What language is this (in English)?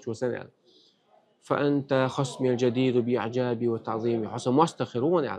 Chechen